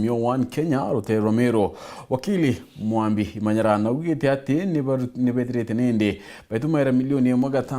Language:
Meru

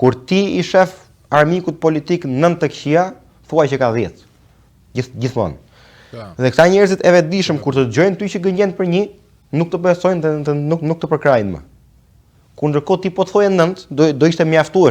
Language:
Albanian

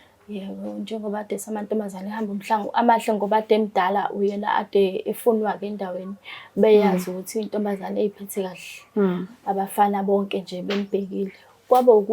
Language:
Zulu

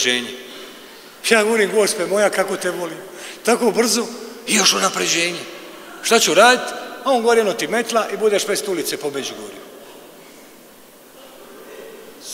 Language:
Croatian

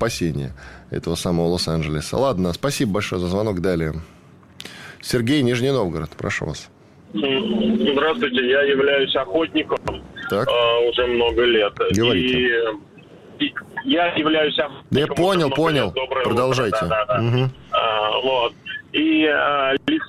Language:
Russian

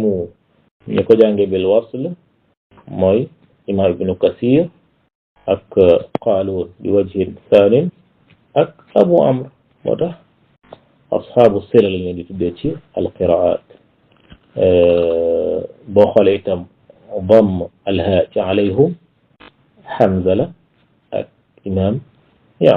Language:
Wolof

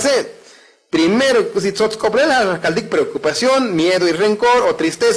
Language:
Tzotzil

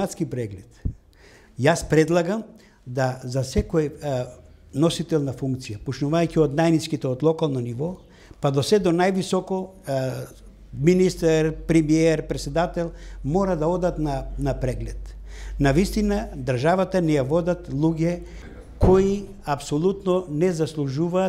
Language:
Macedonian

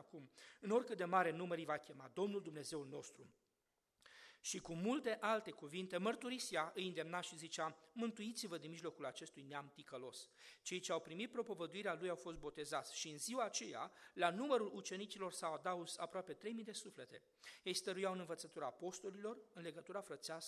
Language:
Romanian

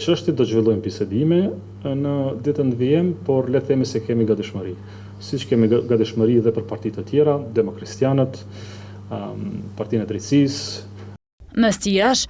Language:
Albanian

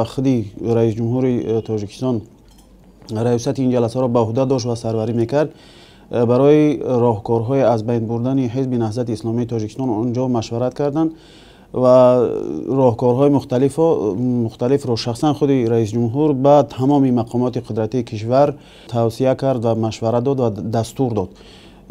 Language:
Tajik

